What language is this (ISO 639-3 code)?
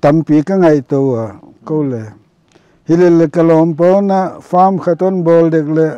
pck